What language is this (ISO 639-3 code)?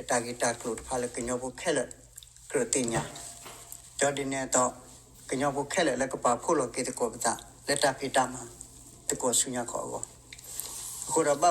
ksw